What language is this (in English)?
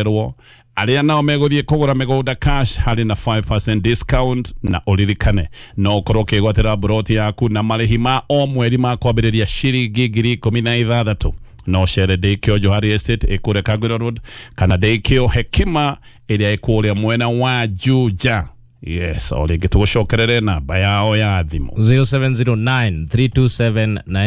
Kikuyu